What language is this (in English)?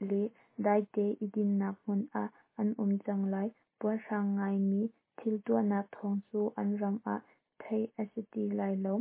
Hakha Chin